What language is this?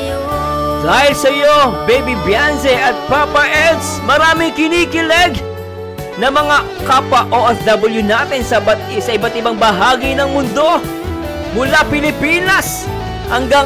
Filipino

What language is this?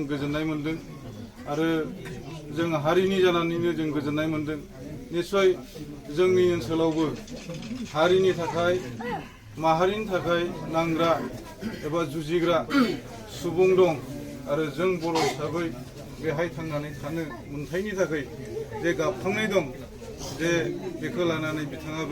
Bodo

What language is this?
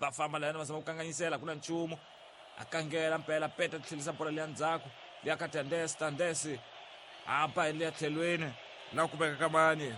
Tsonga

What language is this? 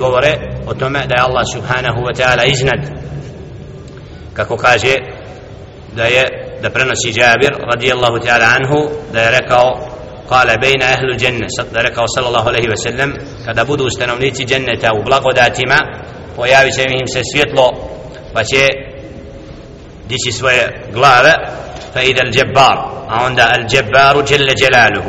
Bosnian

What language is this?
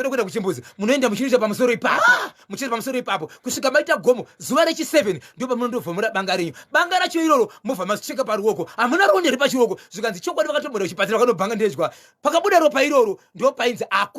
Shona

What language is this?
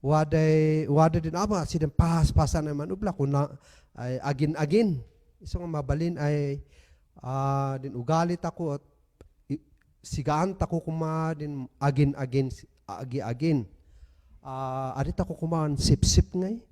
Kankanaey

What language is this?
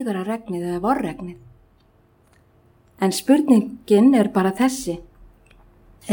Icelandic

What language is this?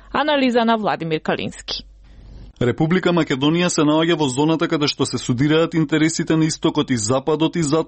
Macedonian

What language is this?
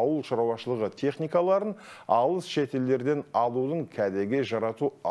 Kazakh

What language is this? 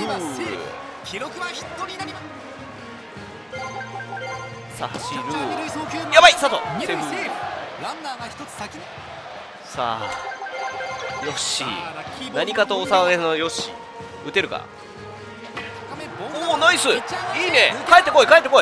Japanese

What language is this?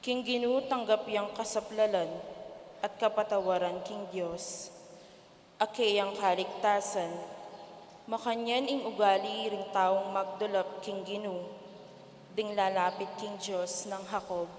Pampanga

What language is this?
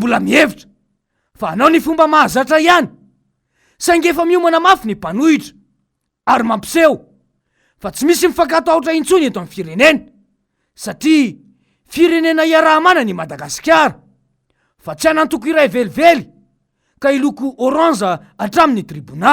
Malagasy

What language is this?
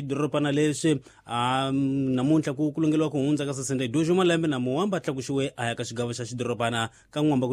Tsonga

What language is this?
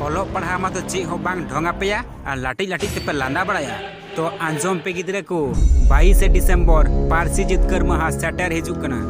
Santali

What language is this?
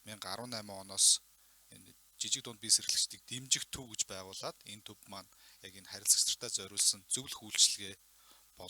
Mongolian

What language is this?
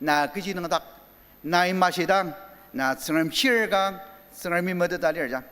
Ao Naga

